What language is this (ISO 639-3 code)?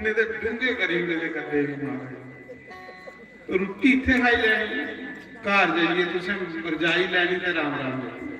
doi